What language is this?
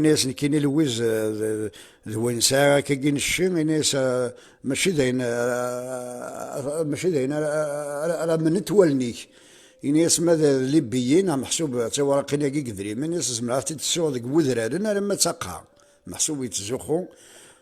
Kabyle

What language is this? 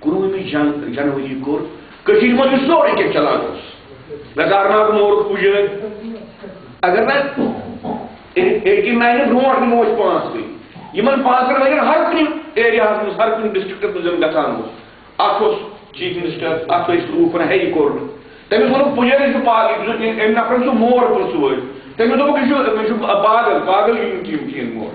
Kashmiri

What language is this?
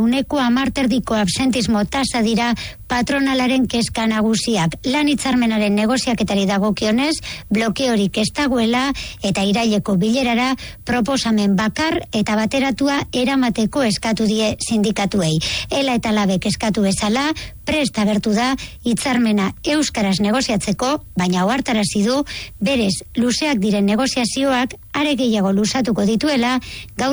Basque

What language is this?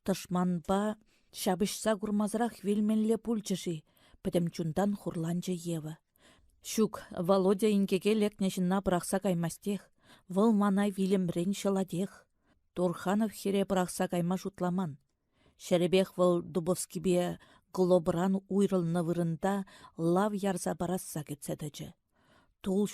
Chuvash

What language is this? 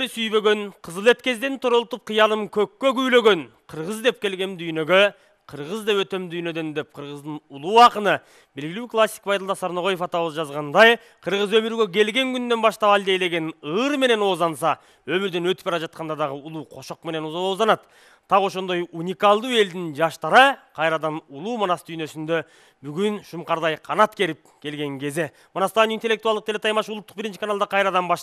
Kyrgyz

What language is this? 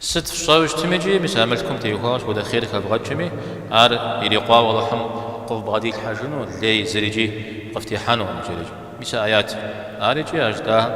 Kabardian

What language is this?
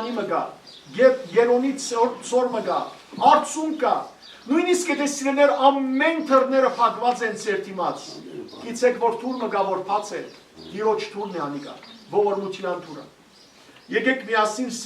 Western Armenian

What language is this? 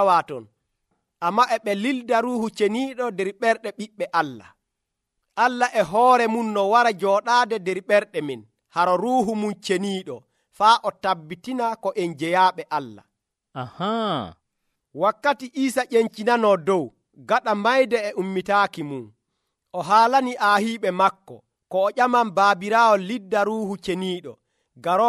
Nigerian Fulfulde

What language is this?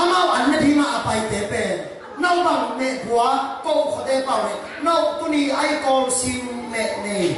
Tedim Chin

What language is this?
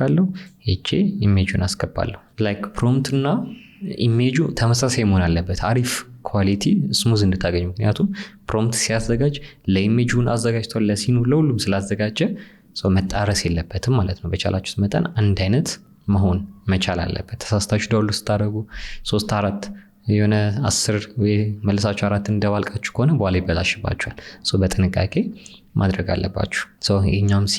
Amharic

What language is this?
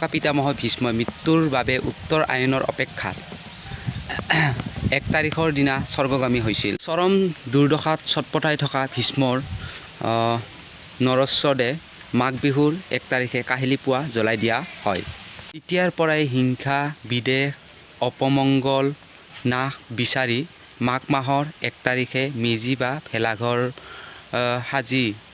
Assamese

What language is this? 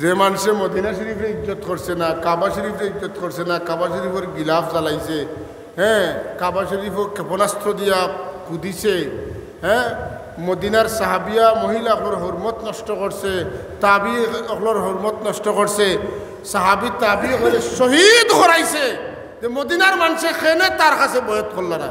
Sylheti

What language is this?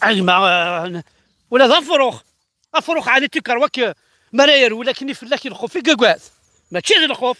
Kabyle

